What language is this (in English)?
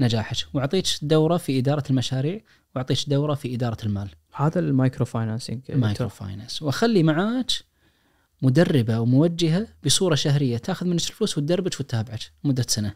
Najdi Arabic